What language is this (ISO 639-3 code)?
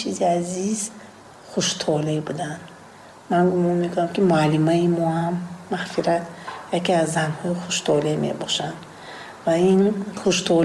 tgk